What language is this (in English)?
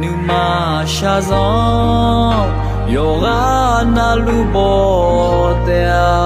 Akha